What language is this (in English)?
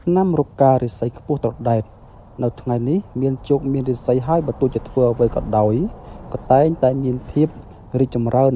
Khmer